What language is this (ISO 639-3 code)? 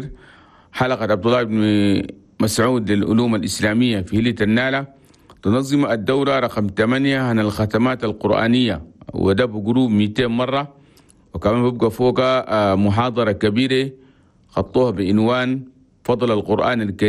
shu